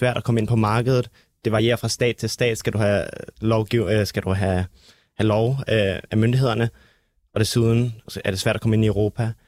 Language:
Danish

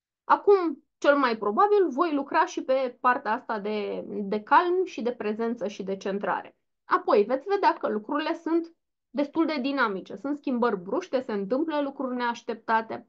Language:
Romanian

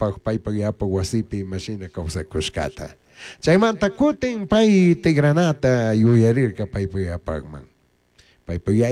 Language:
Chimborazo Highland Quichua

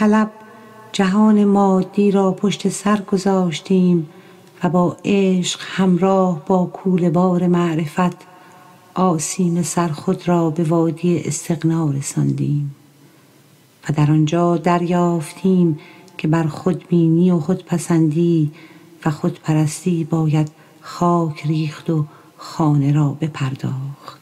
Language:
Persian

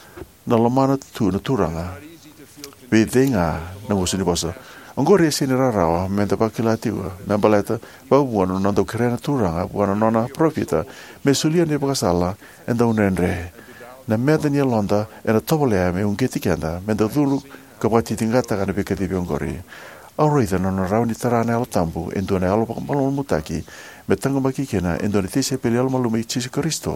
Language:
Fijian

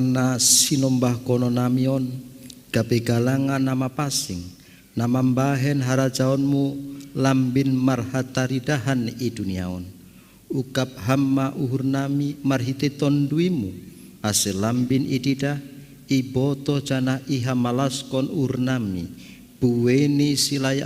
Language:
Batak Simalungun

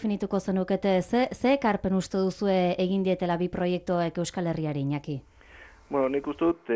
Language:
Basque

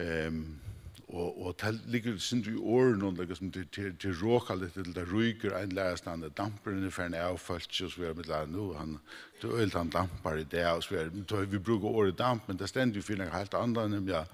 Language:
Faroese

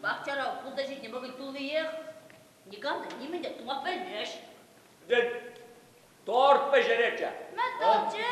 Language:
Chuvash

